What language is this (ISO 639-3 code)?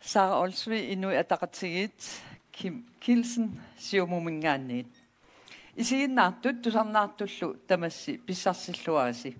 kal